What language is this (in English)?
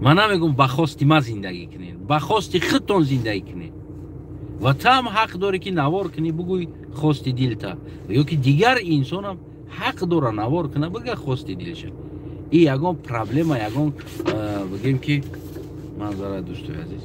Tajik